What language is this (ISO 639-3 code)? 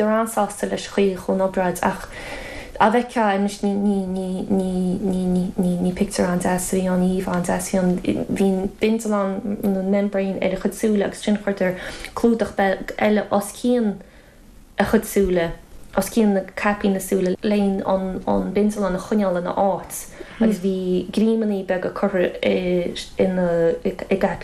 gle